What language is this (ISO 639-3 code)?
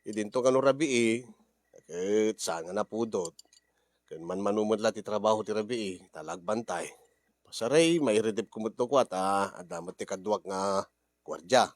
ilo